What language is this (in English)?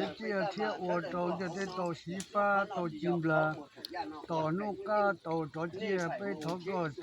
Hmong